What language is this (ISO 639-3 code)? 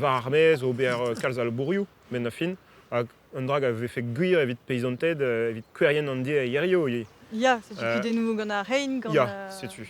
bre